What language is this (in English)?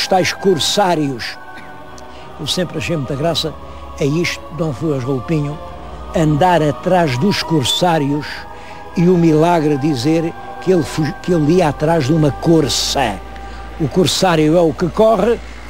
Portuguese